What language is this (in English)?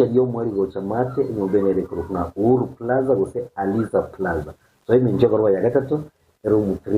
Gusii